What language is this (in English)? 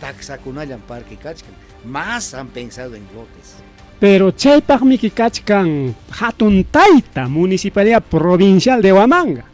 Ayacucho Quechua